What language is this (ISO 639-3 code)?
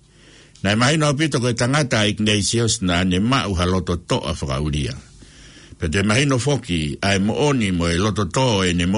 ton